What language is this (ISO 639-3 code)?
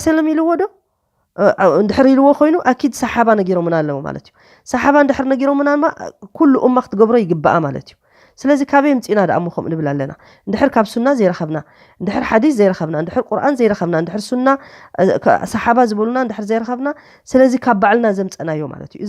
tir